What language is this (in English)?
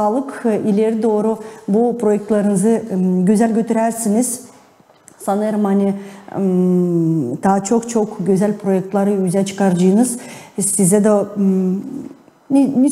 Gagauz